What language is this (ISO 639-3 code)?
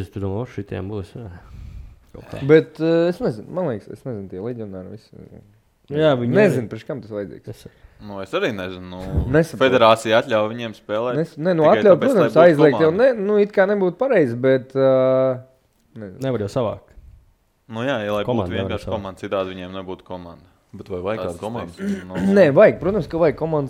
lav